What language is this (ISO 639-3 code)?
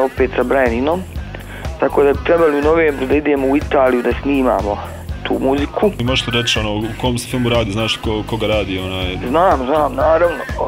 bos